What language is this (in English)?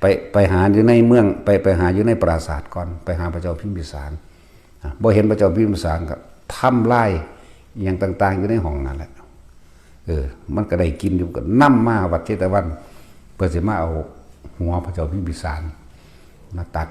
Northeastern Thai